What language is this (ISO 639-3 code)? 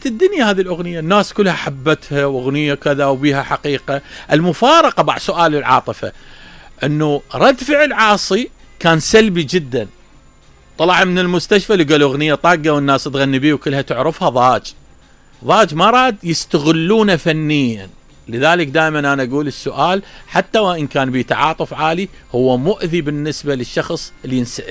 acm